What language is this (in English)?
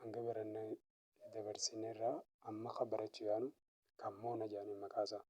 Oromo